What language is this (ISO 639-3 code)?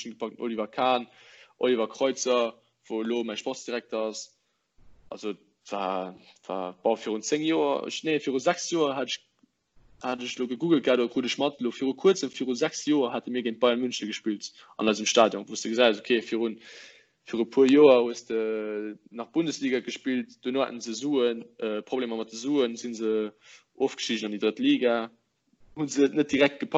ltz